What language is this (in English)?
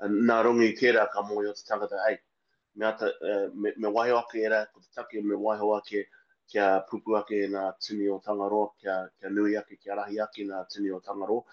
Māori